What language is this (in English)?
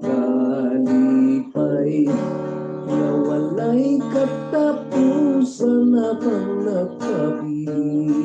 Hiligaynon